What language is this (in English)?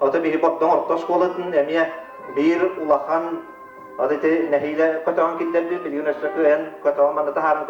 Yakut